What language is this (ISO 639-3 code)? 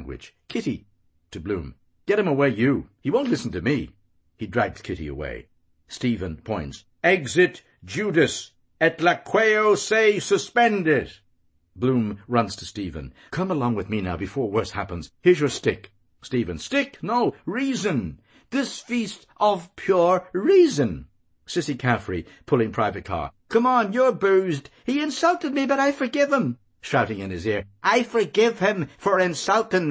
eng